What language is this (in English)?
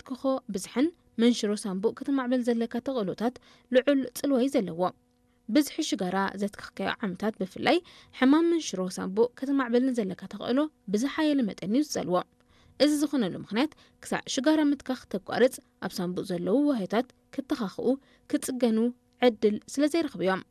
Tigrinya